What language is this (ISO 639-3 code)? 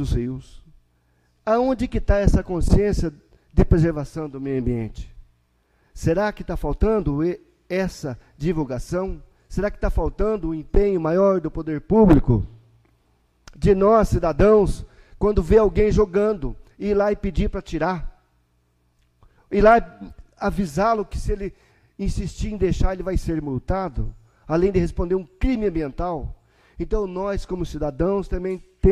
por